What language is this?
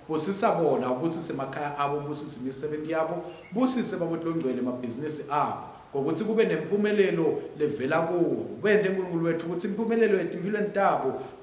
Swati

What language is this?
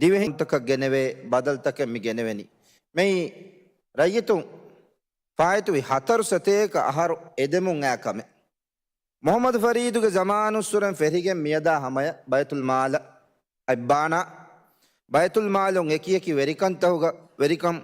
Divehi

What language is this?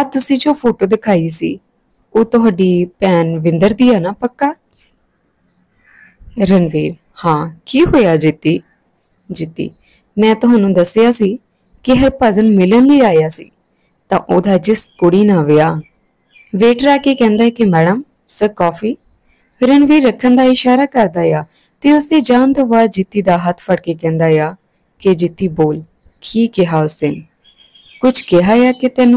Punjabi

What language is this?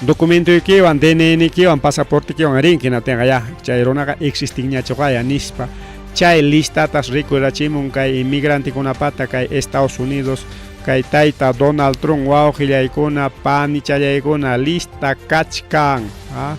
Ayacucho Quechua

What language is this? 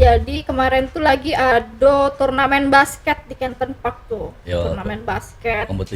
Musi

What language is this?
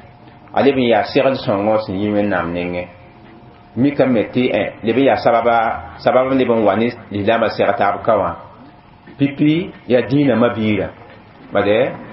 Mossi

